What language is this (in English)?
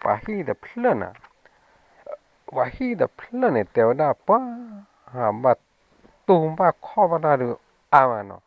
S'gaw Karen